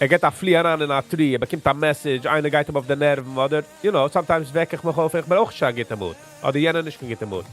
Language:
Yiddish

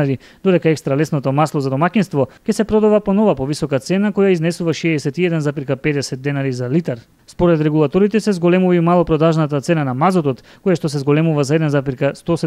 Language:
Macedonian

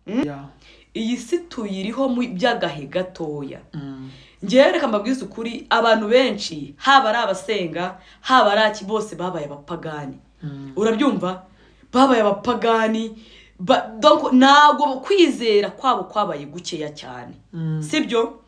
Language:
Kinyarwanda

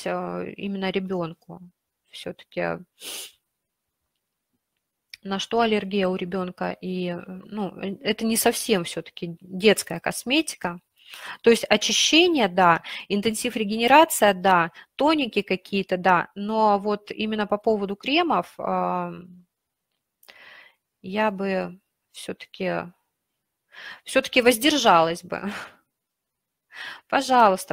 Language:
Russian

